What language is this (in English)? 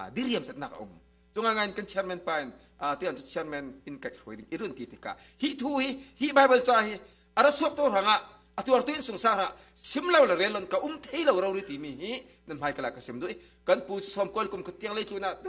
Falam Chin